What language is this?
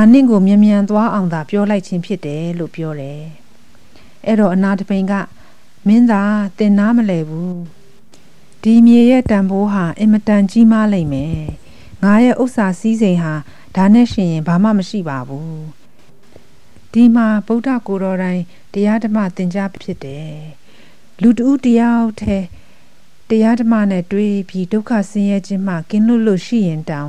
Burmese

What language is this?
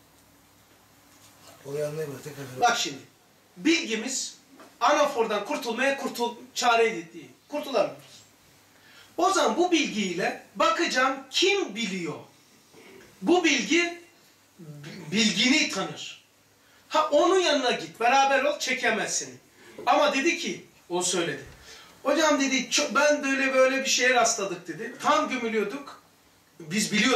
Turkish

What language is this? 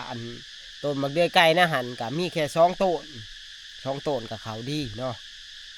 Northeastern Thai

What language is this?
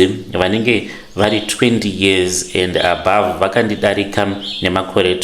Shona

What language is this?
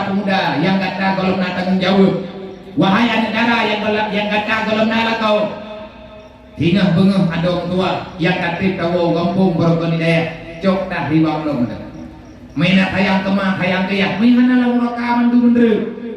Achinese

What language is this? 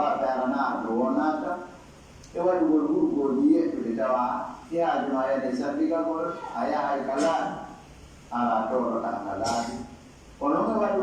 Pular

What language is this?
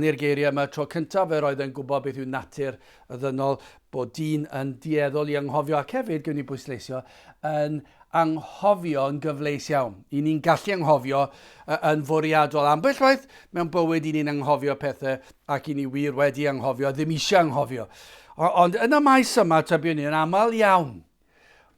Welsh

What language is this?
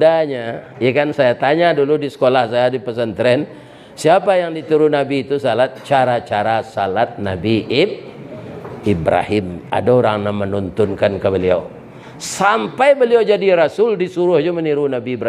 Minangkabau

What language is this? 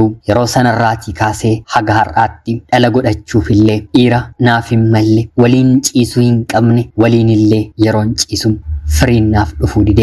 Oromo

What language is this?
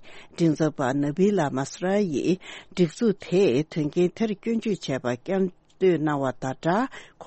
Tibetan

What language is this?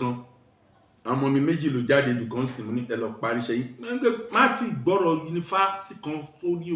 Yoruba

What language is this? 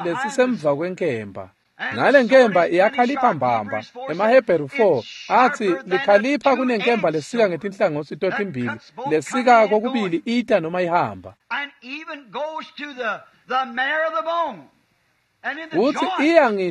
Swati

